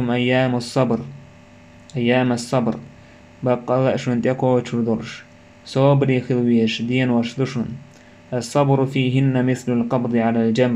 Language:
Chechen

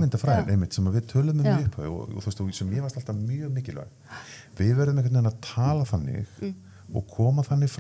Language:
Icelandic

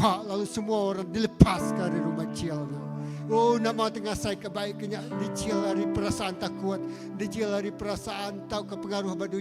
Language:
Iban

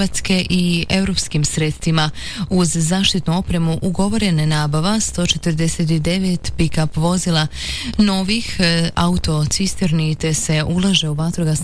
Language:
Croatian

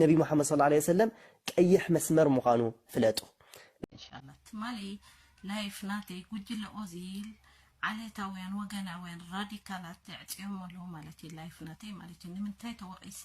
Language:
Tigrinya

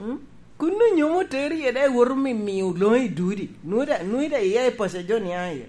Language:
Lango (Uganda)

